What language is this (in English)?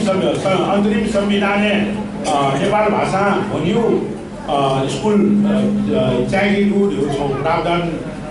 Newari